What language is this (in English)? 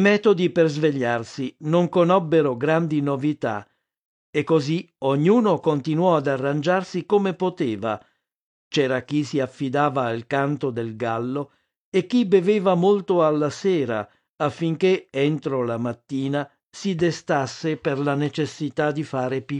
Italian